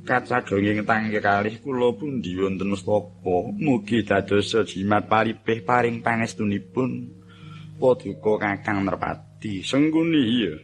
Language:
Javanese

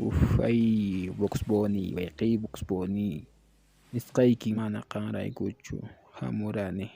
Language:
Quechua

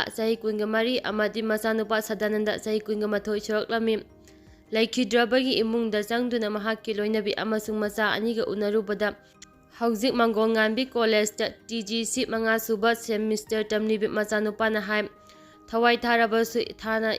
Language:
Manipuri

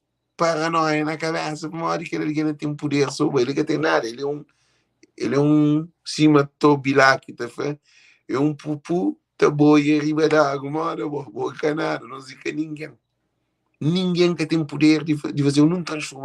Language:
Kabuverdianu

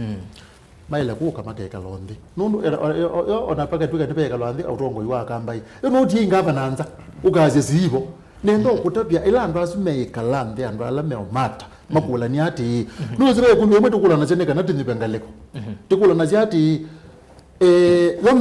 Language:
Kamba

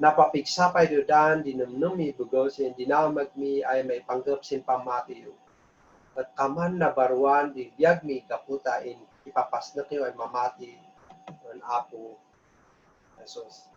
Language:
Kankanaey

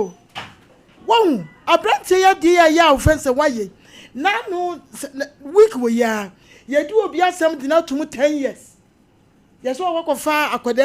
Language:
Akan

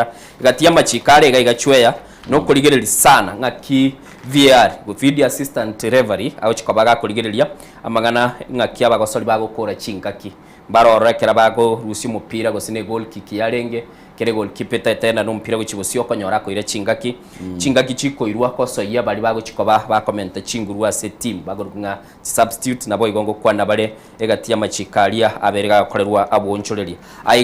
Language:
Gusii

